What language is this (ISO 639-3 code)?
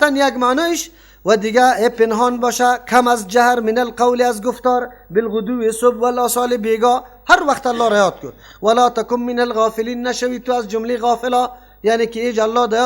fas